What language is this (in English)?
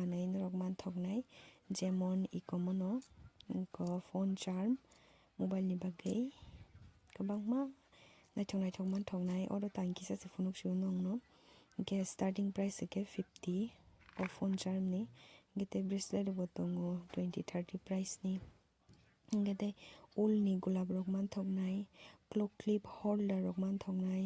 Kok Borok